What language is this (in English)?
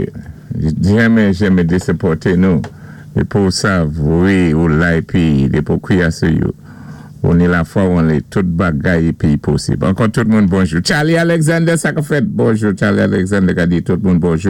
Saint Lucian Creole French